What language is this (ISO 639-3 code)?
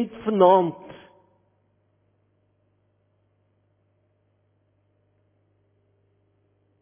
afr